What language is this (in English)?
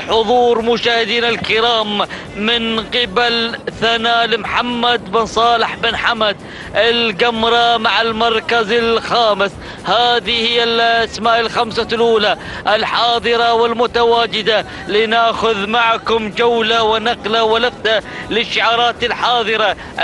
Arabic